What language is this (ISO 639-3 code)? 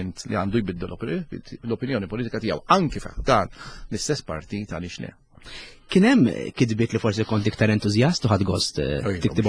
mlt